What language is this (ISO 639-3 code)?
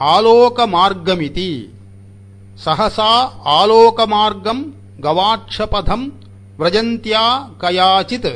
san